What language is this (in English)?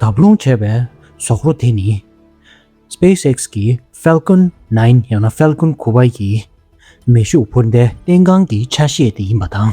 Tibetan